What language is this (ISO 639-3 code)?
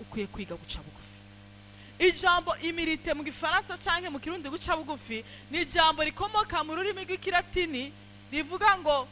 run